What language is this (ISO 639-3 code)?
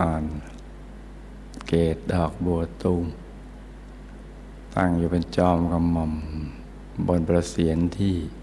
tha